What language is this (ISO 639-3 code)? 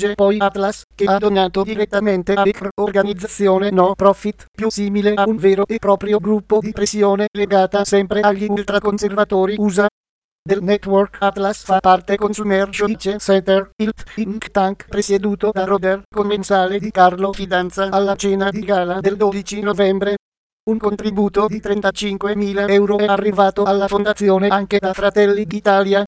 ita